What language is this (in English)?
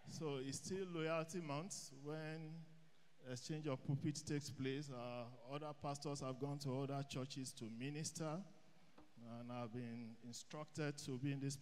English